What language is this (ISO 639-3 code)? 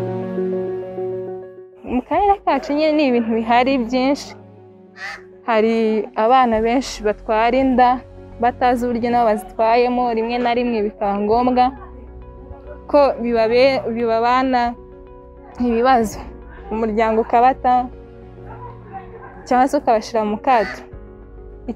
kin